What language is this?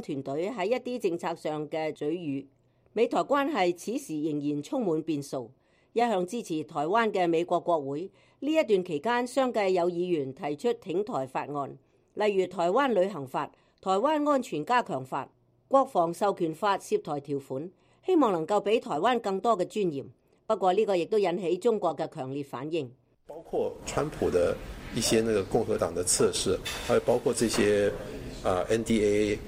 Cantonese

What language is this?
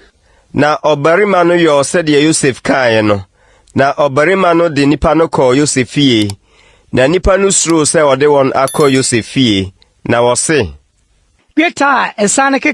Akan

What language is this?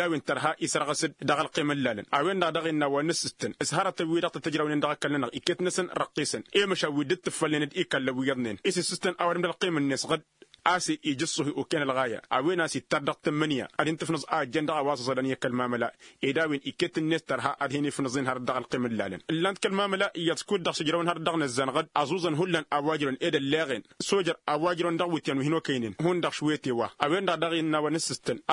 Tamasheq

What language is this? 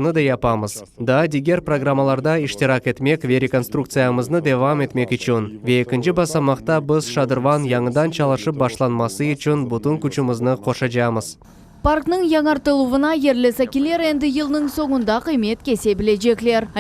Crimean Tatar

